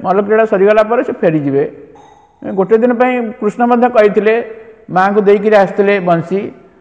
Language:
Odia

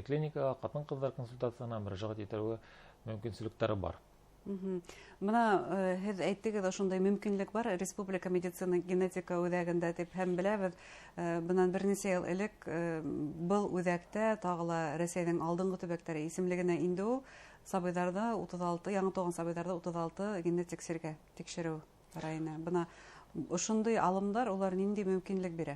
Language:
Bashkir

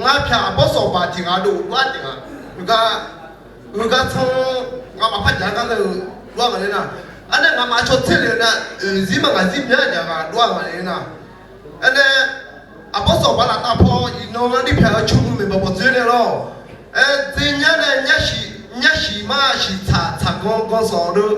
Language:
Akha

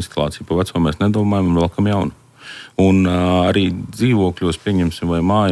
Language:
Latvian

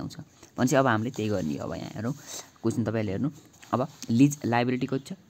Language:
Nepali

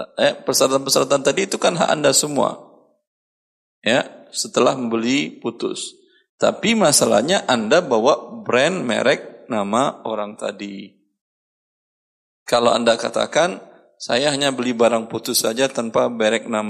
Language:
Indonesian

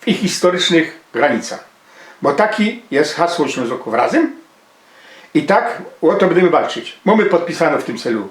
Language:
Silesian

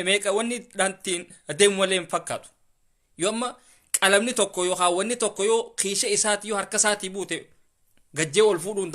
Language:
Oromo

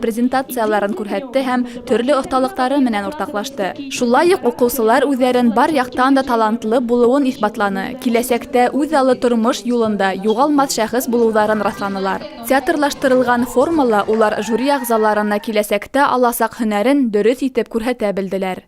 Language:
Bashkir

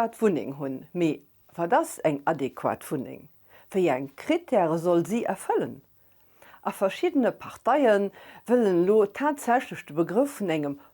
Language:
Luxembourgish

